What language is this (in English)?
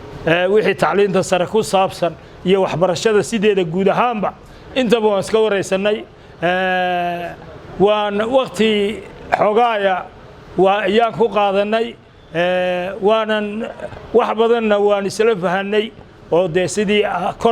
Somali